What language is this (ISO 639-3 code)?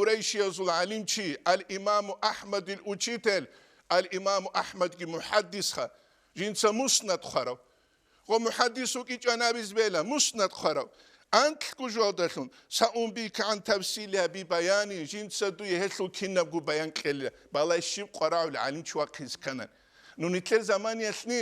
ava